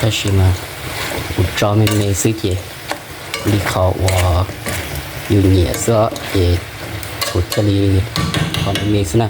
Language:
Hmong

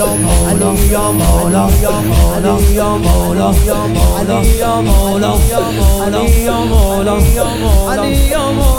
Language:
Persian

